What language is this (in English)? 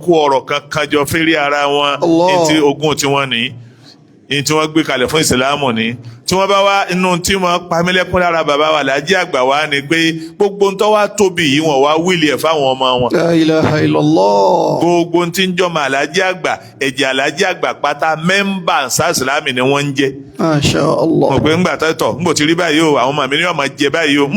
Yoruba